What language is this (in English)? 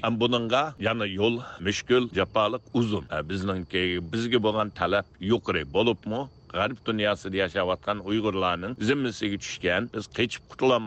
Uyghur